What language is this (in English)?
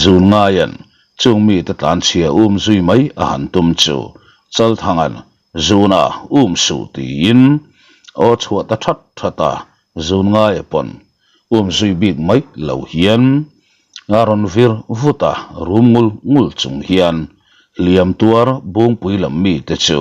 Mizo